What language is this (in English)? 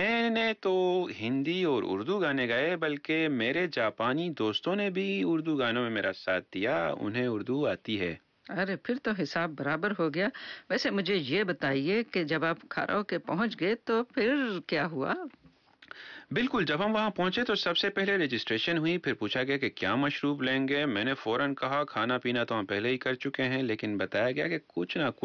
Urdu